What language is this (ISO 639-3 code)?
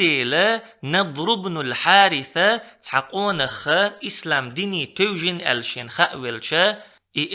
che